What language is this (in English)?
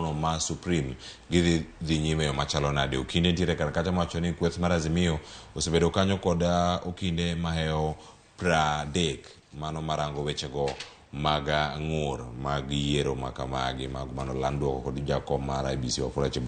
Luo (Kenya and Tanzania)